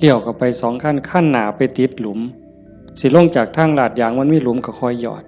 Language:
Northeastern Thai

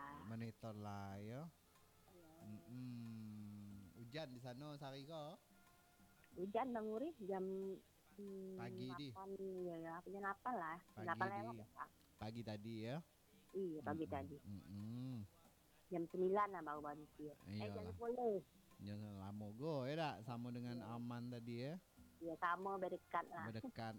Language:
Minangkabau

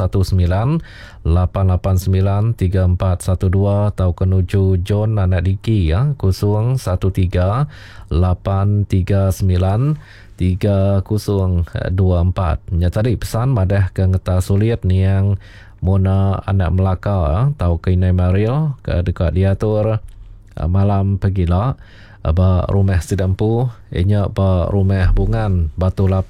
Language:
Iban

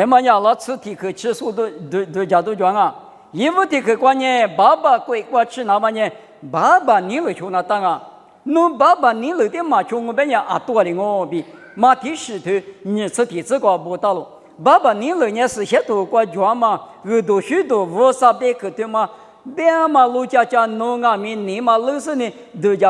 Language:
Lisu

